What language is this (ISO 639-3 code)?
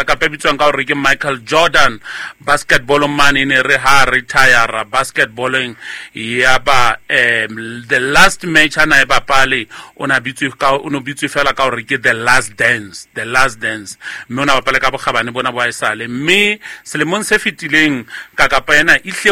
sot